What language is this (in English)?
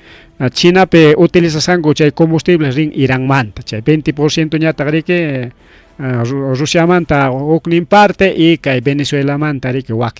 Ayacucho Quechua